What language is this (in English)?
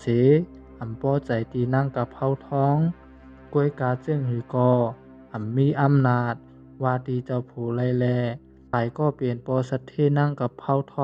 Shan